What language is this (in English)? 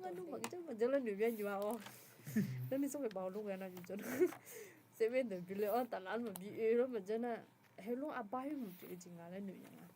Akha